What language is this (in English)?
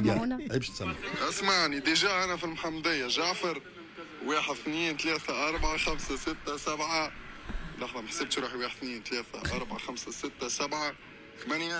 Tunisian Arabic